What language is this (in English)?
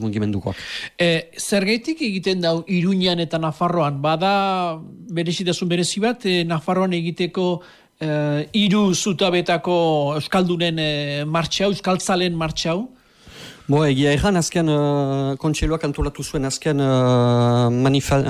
Basque